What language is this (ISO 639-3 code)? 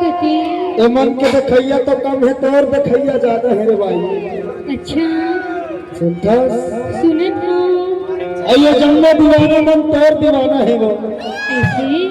hne